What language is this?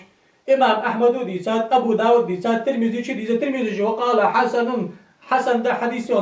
Ingush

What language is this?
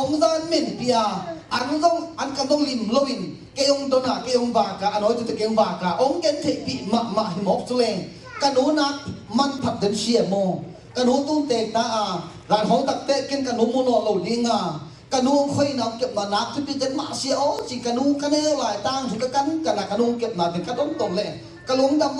Tedim Chin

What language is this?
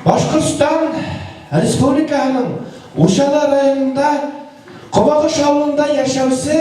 Bashkir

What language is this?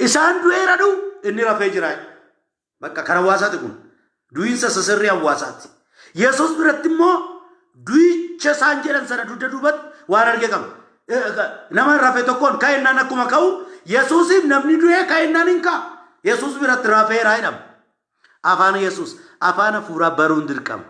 Oromo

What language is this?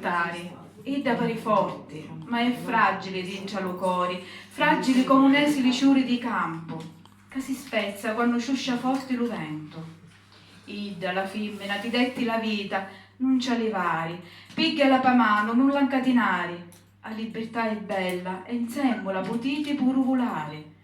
Sicilian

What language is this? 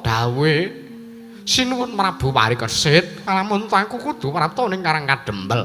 Javanese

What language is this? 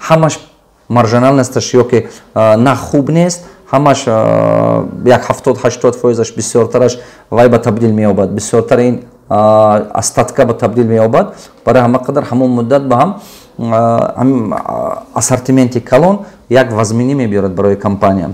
Tajik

